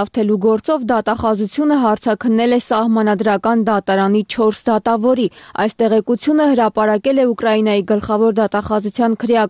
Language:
Armenian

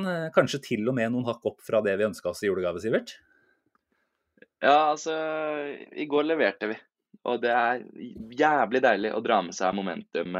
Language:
Norwegian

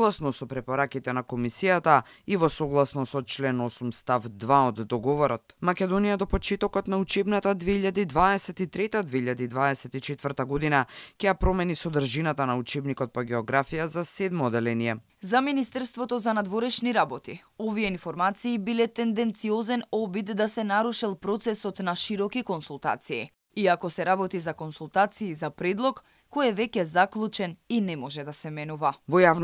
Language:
Macedonian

